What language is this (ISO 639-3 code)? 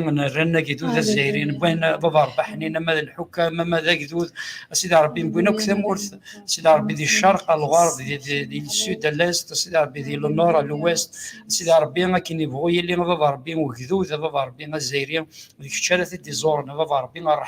kab